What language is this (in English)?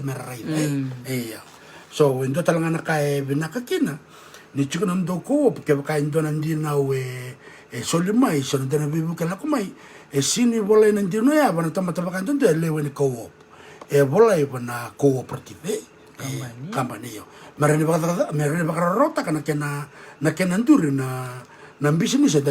Fijian